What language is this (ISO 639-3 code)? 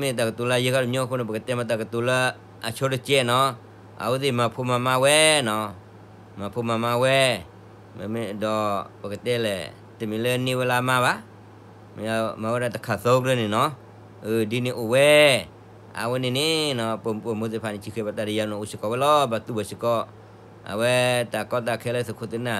ksw